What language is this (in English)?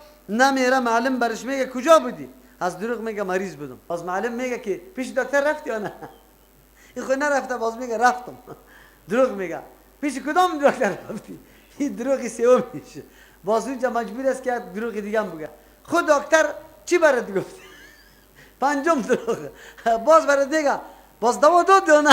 Persian